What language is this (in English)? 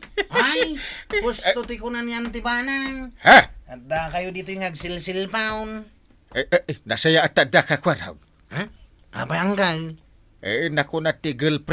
Iloko